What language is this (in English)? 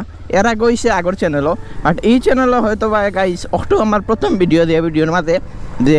Sylheti